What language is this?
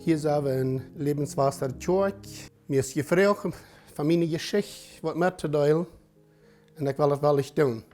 Plautdietsch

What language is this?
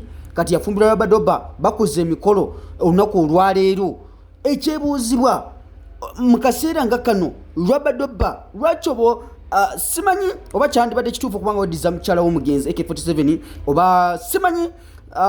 Ganda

